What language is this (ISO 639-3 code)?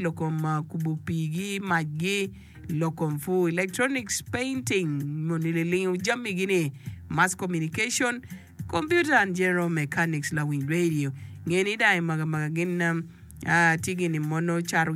ach